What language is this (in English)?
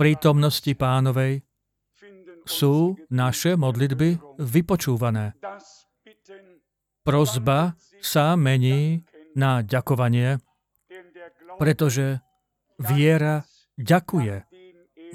Slovak